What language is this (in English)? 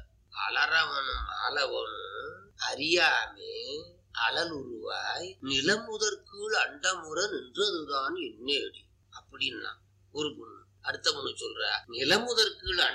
Tamil